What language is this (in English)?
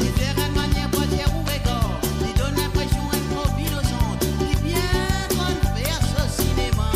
Morisyen